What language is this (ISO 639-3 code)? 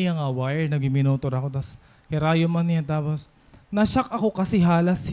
war